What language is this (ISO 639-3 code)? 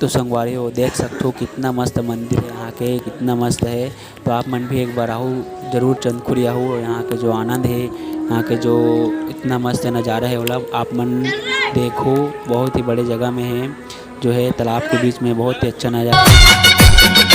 hne